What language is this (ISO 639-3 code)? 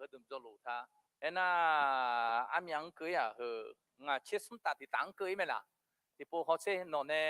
ahk